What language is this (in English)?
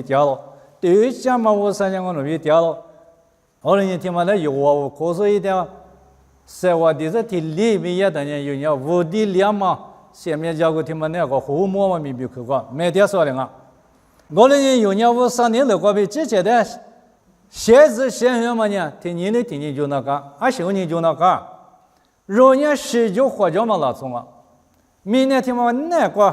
Lisu